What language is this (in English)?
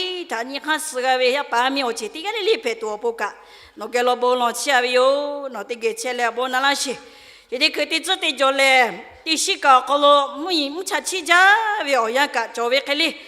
Lahu